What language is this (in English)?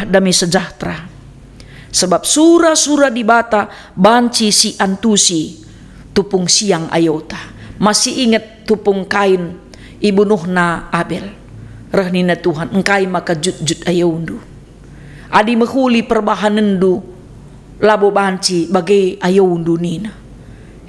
Batak Karo